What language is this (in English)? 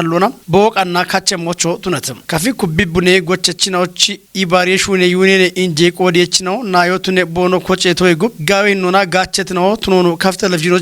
Kafa